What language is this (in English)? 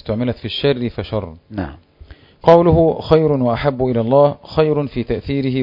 Arabic